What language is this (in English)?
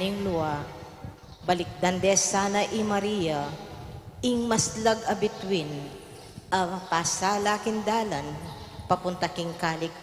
Pampanga